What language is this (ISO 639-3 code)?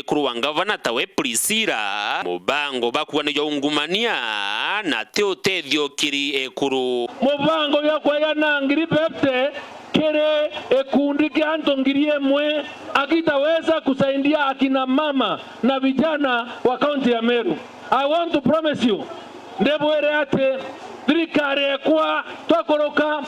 mer